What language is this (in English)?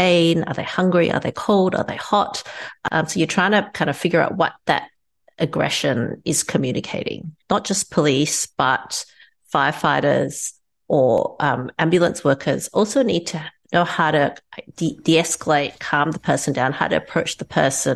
Kurdish